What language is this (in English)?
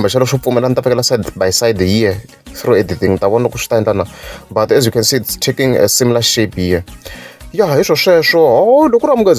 Tsonga